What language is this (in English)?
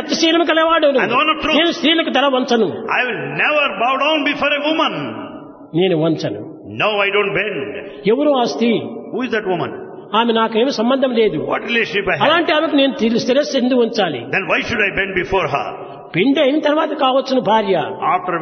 Telugu